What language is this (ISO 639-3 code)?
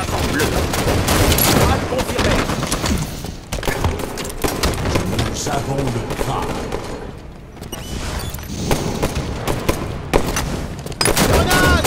fra